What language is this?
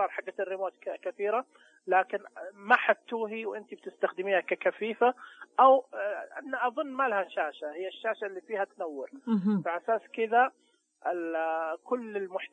Najdi Arabic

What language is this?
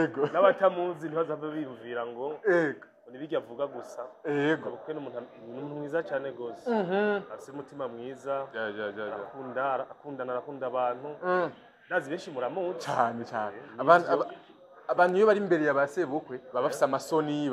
Rundi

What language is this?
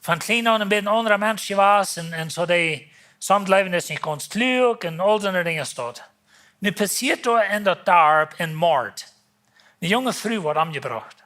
Plautdietsch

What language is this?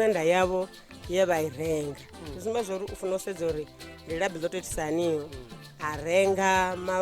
Venda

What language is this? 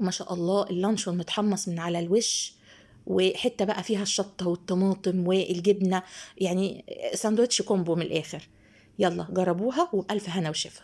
Egyptian Arabic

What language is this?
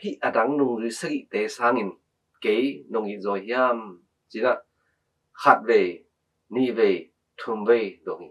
Tedim Chin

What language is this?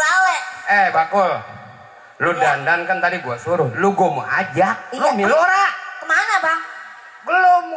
Betawi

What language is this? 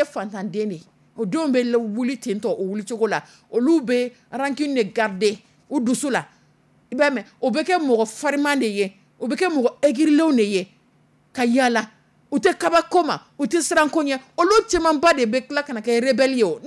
Dyula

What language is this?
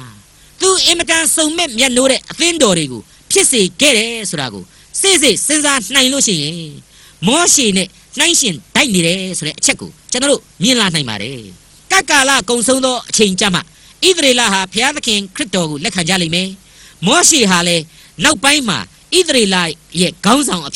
Burmese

